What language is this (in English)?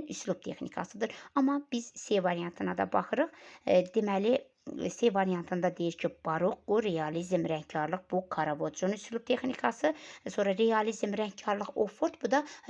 Azerbaijani